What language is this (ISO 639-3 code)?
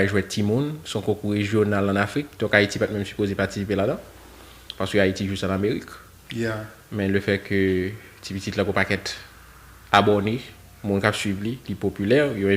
hat